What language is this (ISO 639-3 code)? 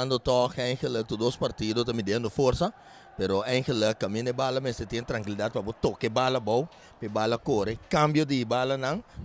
pap